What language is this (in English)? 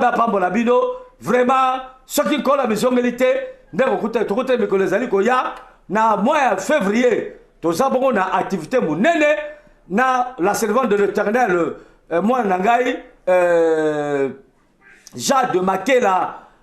Lingala